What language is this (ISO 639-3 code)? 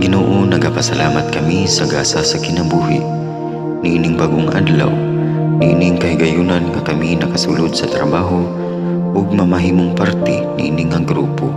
ceb